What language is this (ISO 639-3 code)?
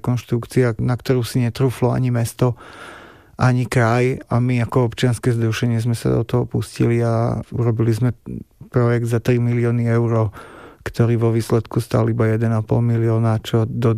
slk